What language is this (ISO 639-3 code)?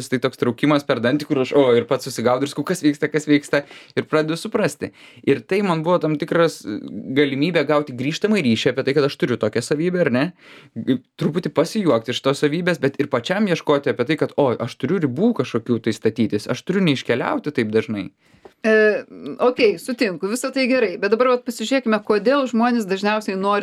lit